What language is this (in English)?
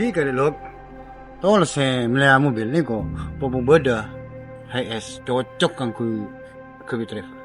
Madurese